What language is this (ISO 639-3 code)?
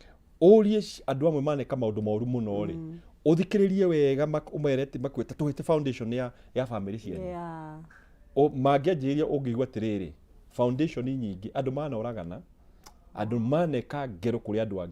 kik